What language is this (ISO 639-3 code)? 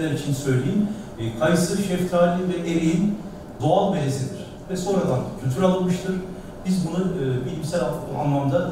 tur